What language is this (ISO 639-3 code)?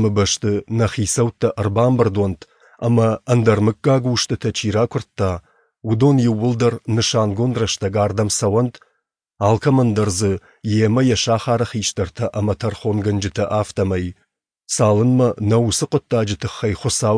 oss